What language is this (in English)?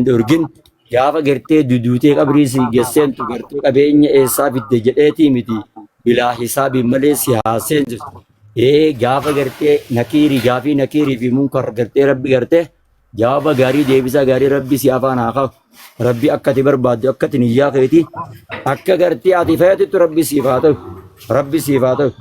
Oromo